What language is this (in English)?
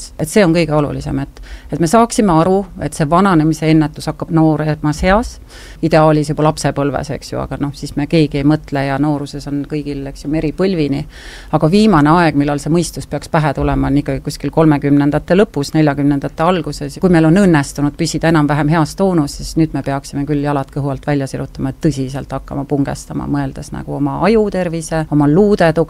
Estonian